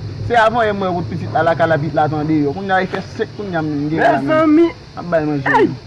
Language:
Haitian Creole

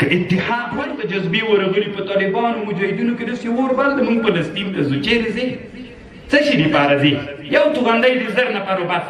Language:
Pashto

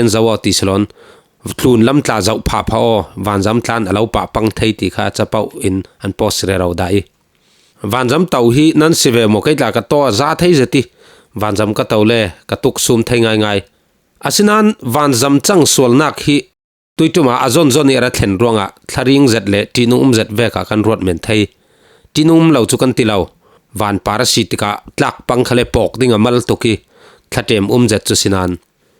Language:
Falam Chin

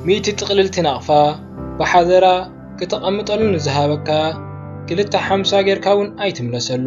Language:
Tigrinya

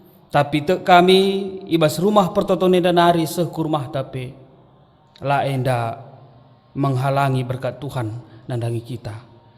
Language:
Batak Karo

